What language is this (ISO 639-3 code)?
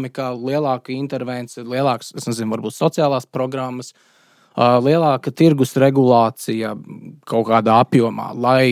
lav